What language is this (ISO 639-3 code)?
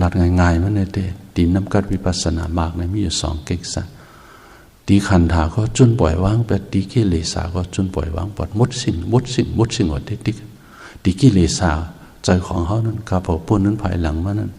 shn